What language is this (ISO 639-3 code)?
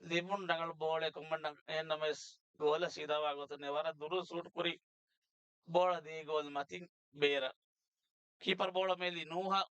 div